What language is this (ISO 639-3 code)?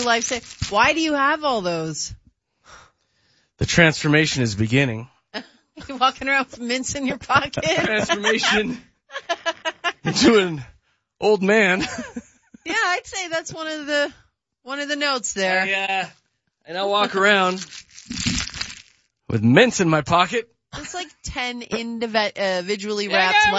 eng